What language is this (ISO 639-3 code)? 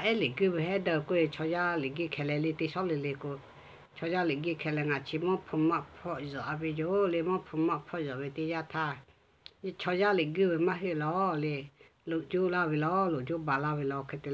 lhu